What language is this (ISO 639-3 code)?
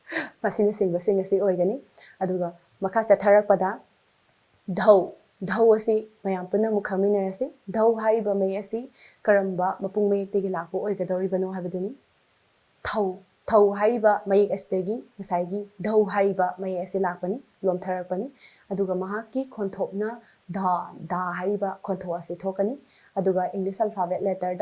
mni